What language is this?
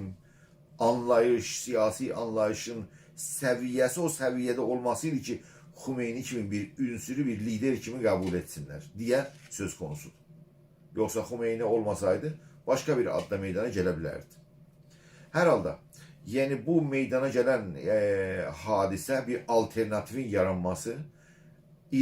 South Azerbaijani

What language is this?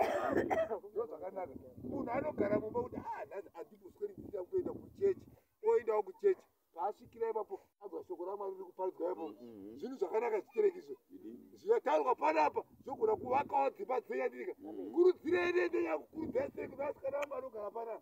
Shona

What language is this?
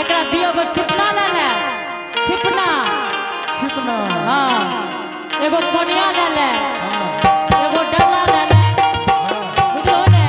Angika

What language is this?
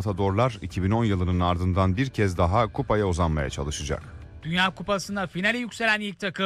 Turkish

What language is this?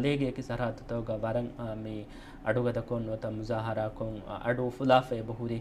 Divehi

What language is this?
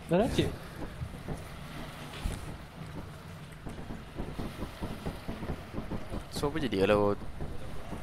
Malay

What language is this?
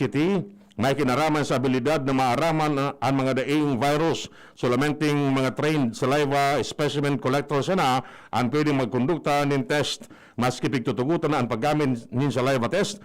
Bikol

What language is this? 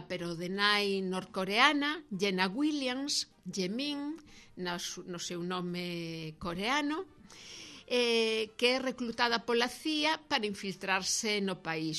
Galician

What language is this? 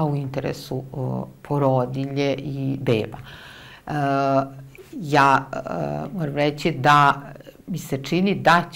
Serbian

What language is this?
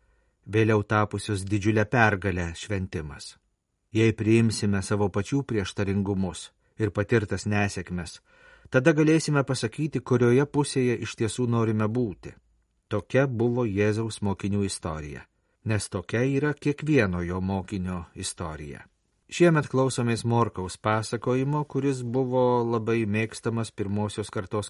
Lithuanian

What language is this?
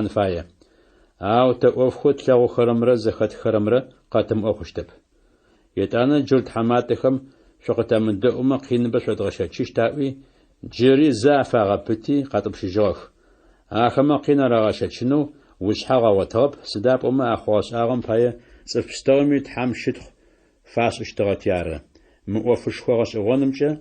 Adyghe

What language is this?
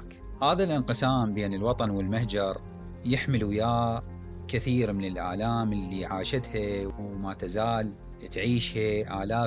Mesopotamian Arabic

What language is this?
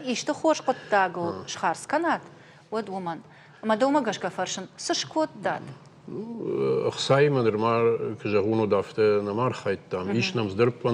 Ossetic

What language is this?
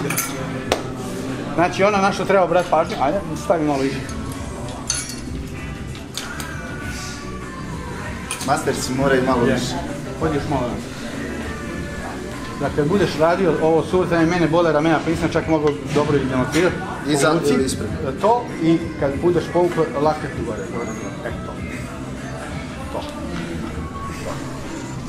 Croatian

